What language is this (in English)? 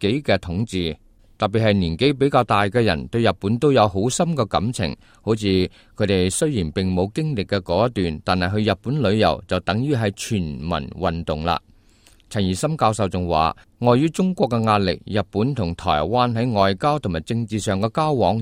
Cantonese